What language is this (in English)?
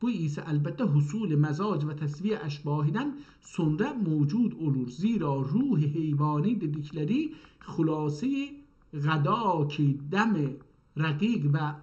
South Azerbaijani